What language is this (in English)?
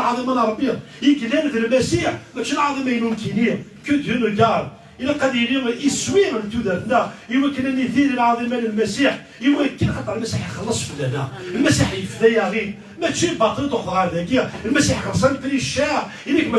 Kabyle